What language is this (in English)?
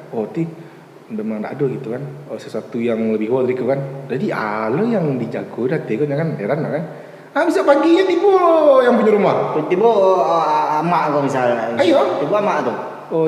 Minangkabau